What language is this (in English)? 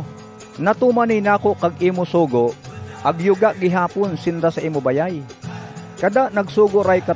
Bantoanon